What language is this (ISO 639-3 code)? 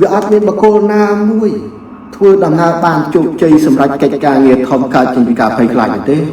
khm